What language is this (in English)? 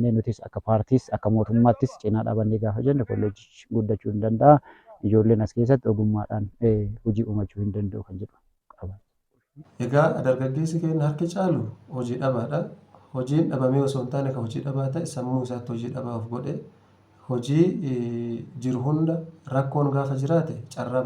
Oromo